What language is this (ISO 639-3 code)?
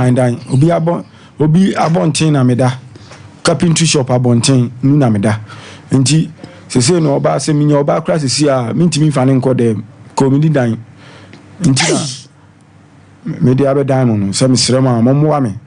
aka